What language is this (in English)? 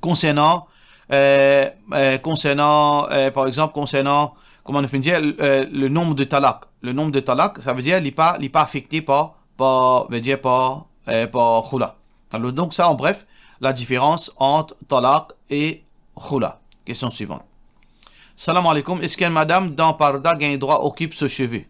Morisyen